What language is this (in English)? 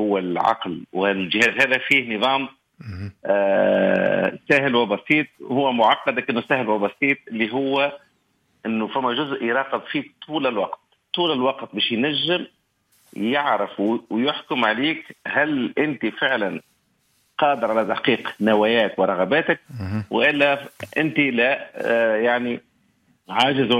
Tunisian Arabic